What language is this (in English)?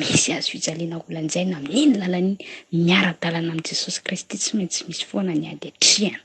Malagasy